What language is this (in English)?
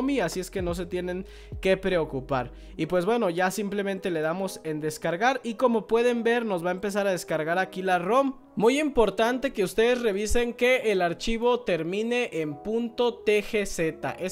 Spanish